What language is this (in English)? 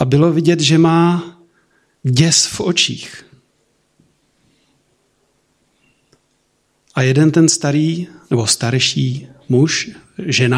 Czech